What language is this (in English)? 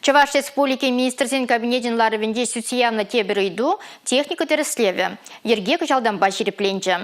Chuvash